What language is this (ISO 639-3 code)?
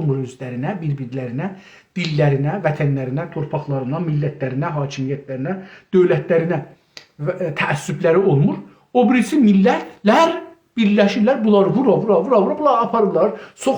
azb